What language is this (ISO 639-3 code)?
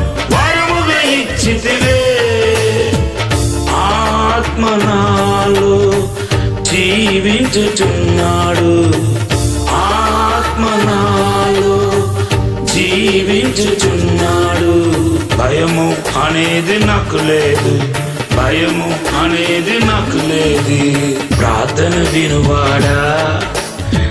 tel